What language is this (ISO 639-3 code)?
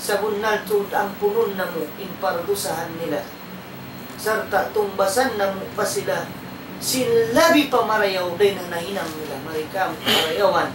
tsg